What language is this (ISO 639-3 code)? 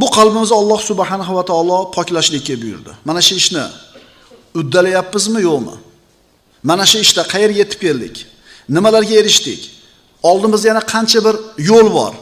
uzb